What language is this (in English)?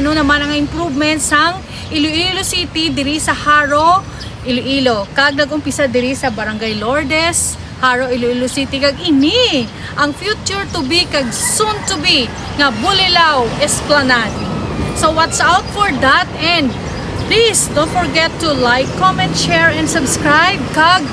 Hiligaynon